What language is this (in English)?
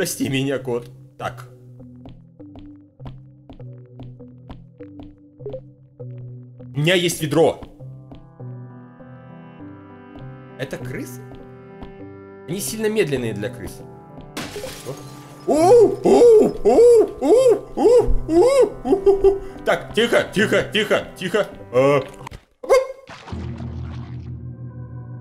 Russian